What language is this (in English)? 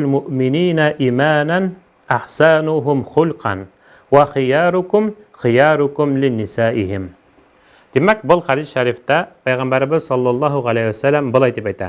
Bashkir